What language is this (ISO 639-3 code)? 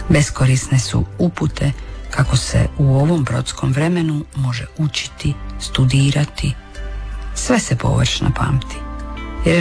hrv